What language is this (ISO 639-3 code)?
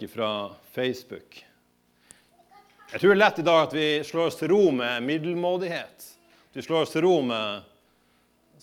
nor